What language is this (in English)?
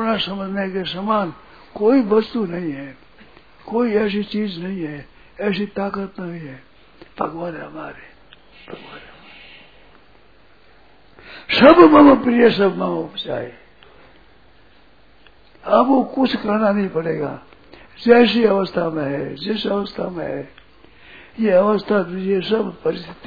Hindi